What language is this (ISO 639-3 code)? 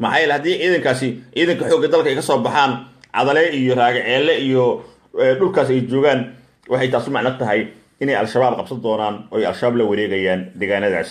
som